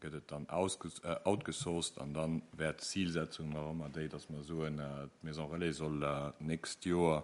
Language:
Luxembourgish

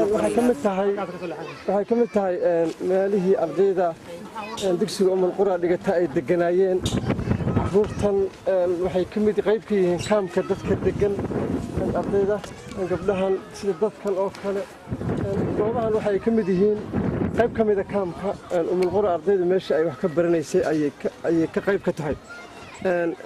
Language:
Somali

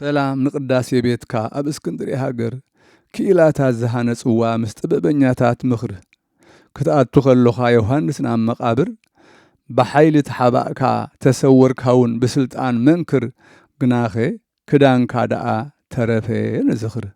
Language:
Tigrinya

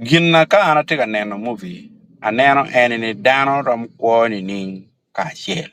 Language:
Acoli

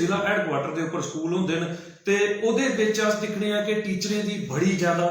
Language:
Dogri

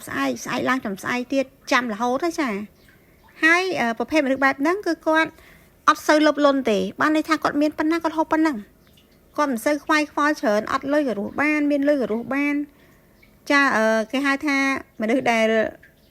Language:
Khmer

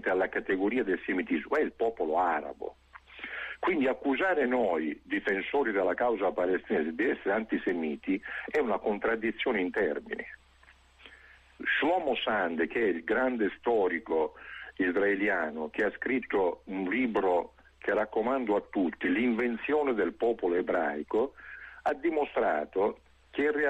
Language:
Italian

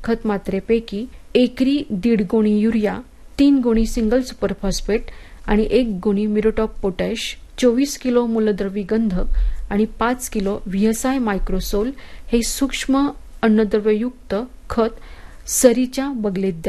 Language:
Marathi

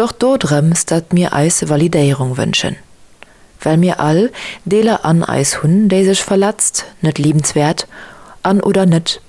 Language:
Luxembourgish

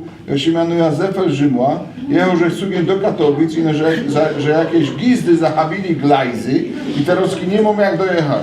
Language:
Silesian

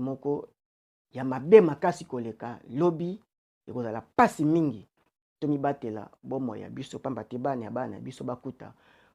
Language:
Lingala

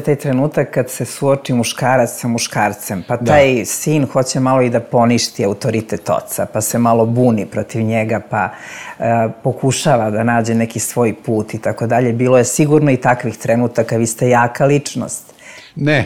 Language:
Serbian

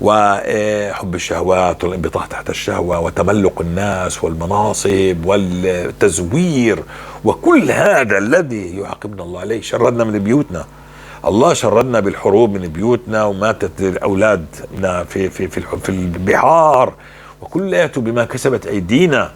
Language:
North Levantine Arabic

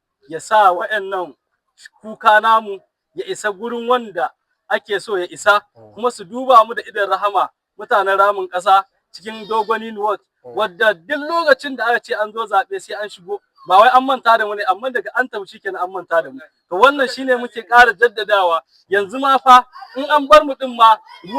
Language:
Hausa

